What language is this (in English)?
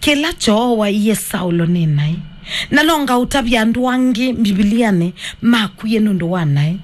Kamba